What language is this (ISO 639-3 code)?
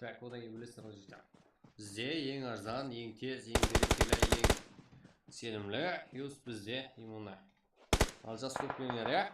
kaa